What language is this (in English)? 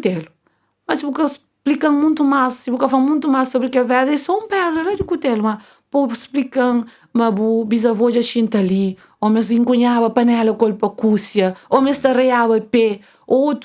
Kabuverdianu